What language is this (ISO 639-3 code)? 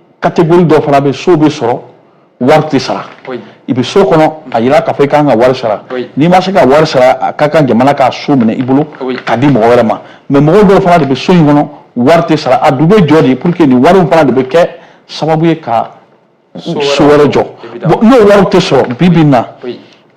bam